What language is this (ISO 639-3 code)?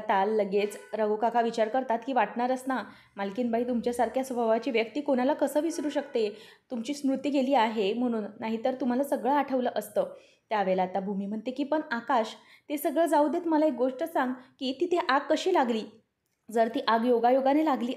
mar